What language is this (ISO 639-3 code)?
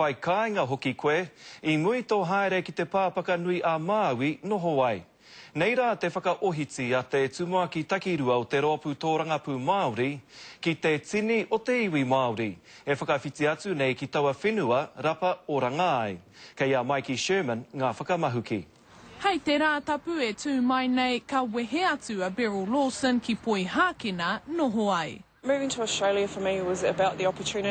mri